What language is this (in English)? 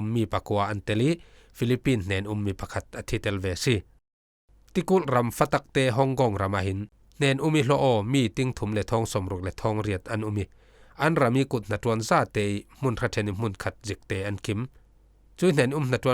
Falam Chin